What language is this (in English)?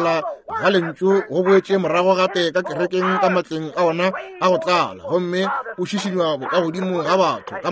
Northern Sotho